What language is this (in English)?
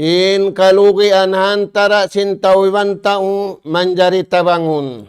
Tausug